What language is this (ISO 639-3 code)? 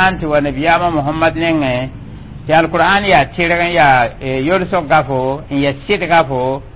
mos